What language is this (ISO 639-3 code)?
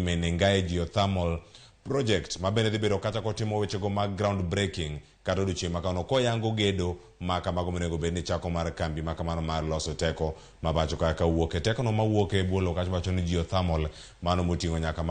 luo